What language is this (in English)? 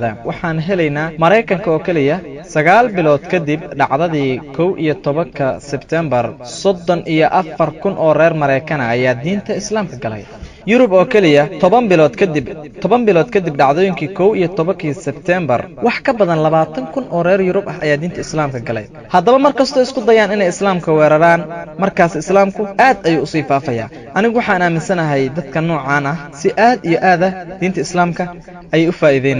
Somali